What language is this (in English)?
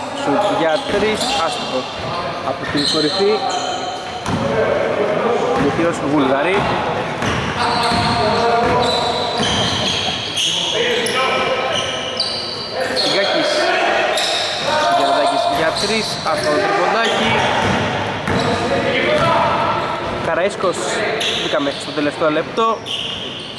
Greek